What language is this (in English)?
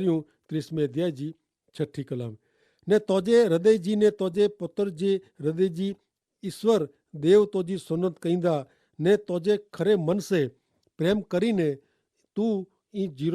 Kachhi